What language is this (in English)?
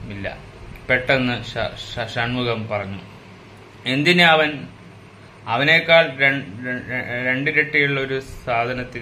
Malayalam